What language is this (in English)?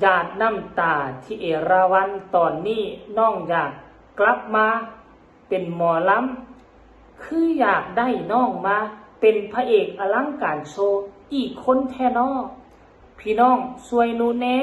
Northeastern Thai